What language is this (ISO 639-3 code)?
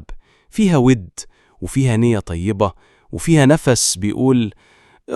arz